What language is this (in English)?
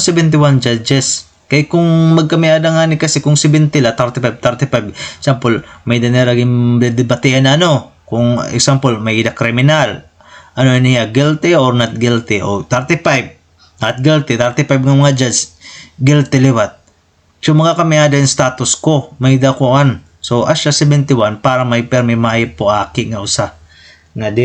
Waray